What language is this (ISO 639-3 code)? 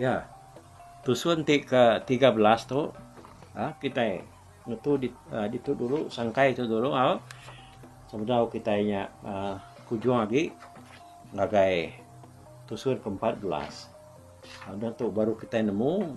iba